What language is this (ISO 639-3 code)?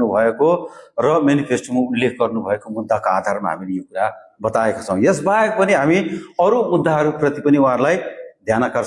nep